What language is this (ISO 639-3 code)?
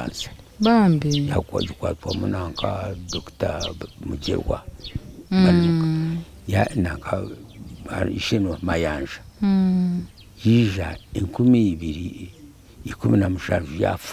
nyn